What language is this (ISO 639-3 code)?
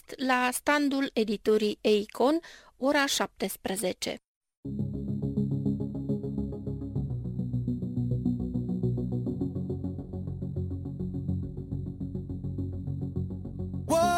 ron